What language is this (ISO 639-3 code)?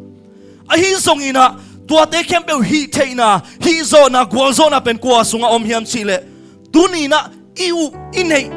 ctd